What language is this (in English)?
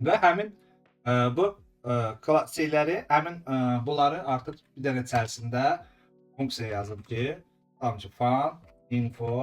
Azerbaijani